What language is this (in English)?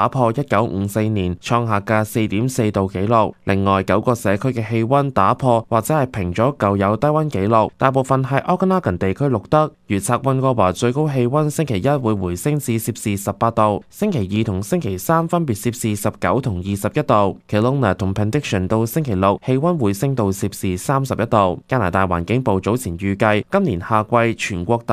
Cantonese